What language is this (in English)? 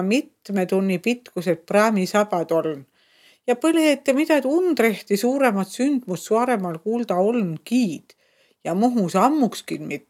Estonian